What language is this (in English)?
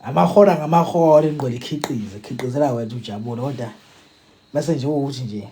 Zulu